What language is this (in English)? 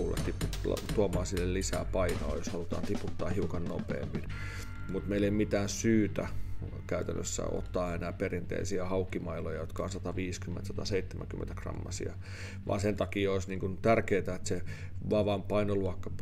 Finnish